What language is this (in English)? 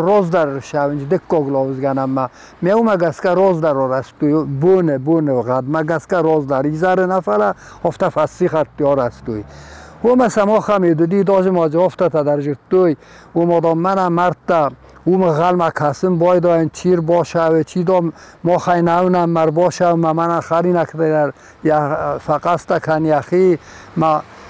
Ossetic